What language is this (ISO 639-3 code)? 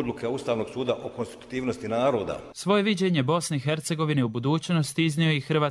bos